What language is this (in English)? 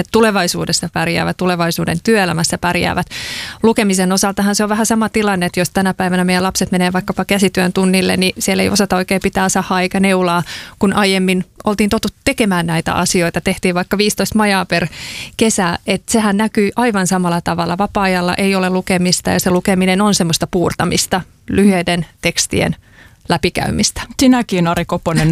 Finnish